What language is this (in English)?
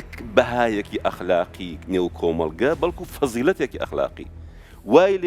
Central Kurdish